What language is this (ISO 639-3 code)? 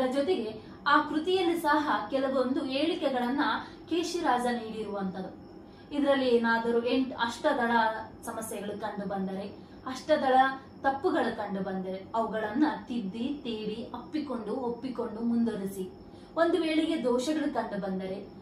kan